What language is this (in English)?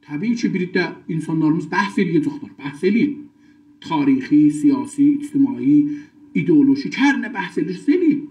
South Azerbaijani